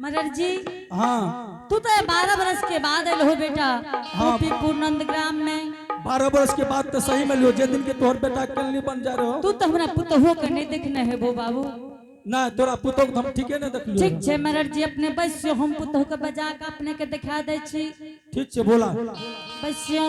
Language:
Angika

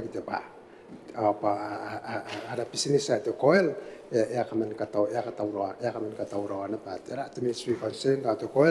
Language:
Gilbertese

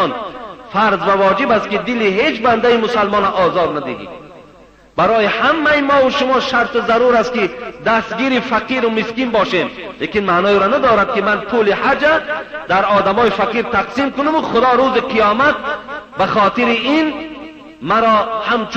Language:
Tajik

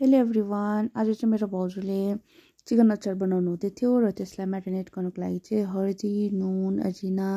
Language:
Nepali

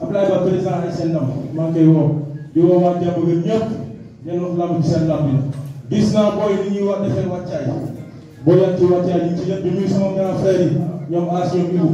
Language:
Wolof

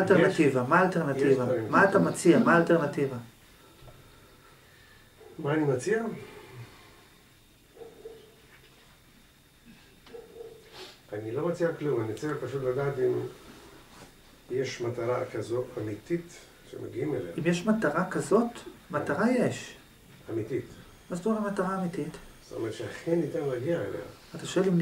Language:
Hebrew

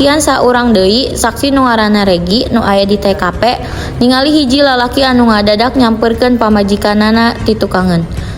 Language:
Sundanese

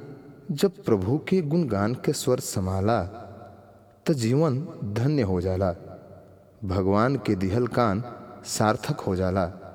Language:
Bhojpuri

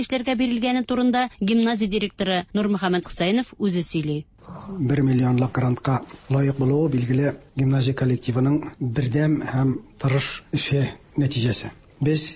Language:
Tatar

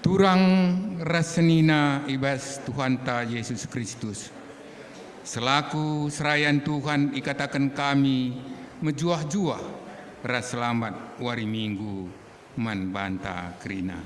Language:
Batak Karo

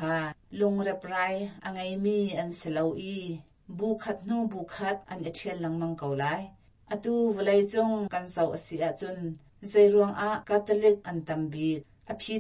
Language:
Hakha Chin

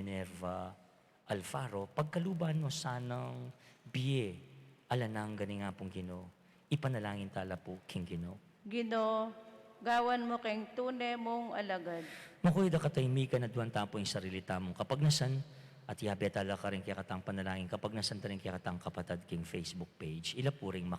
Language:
Pampanga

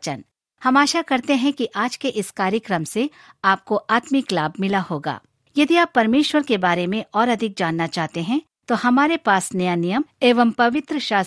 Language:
Hindi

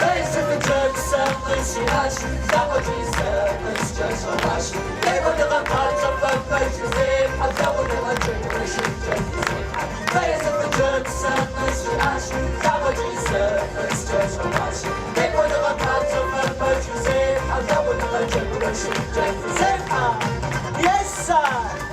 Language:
Kabardian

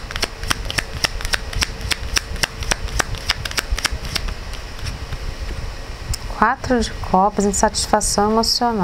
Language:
Portuguese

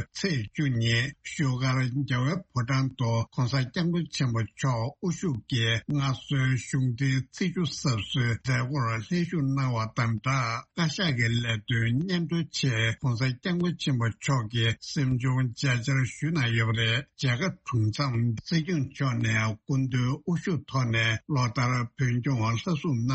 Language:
Tibetan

